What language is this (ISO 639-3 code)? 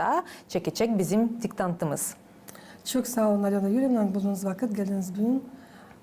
gag